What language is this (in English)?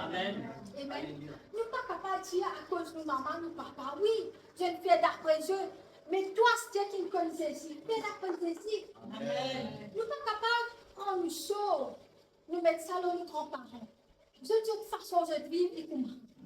Morisyen